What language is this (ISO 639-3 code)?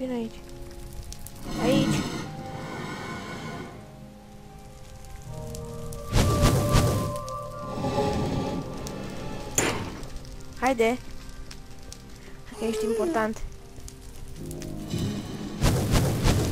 ron